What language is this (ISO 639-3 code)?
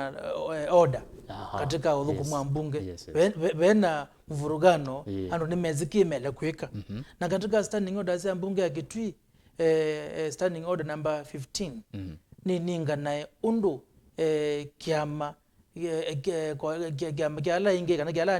kam